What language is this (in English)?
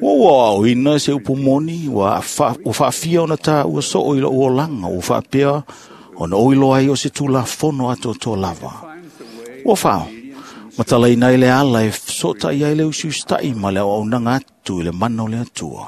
Samoan